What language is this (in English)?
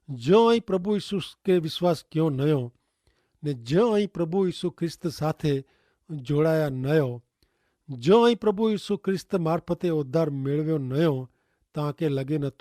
Kachhi